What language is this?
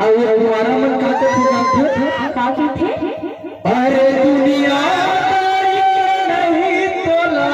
Chhattisgarhi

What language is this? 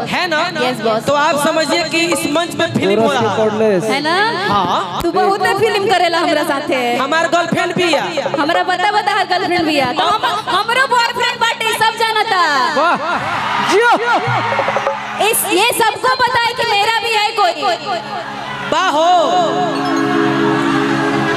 Bhojpuri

